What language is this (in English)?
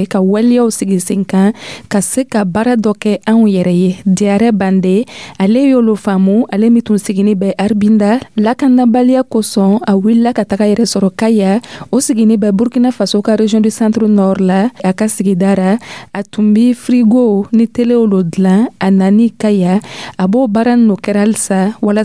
Dyula